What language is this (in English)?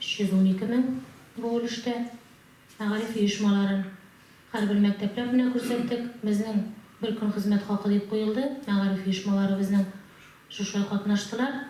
Tatar